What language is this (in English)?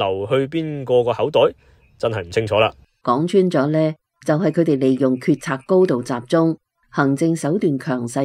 Cantonese